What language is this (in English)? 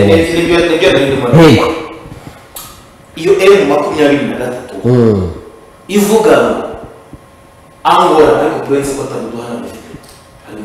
Kinyarwanda